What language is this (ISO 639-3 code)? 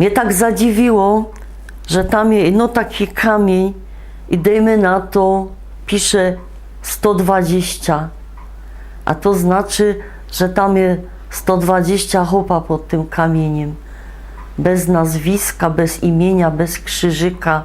szl